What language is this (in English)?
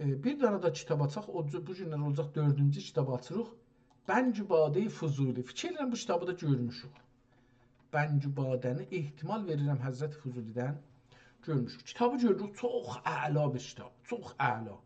South Azerbaijani